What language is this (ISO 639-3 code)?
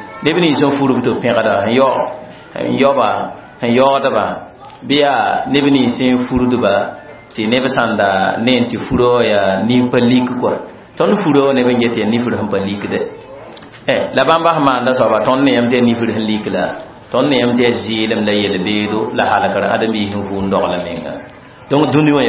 mos